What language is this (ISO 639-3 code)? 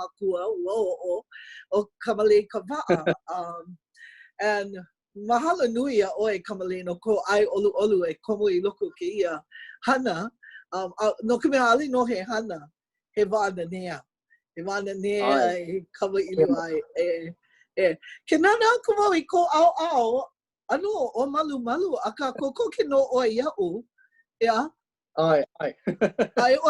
haw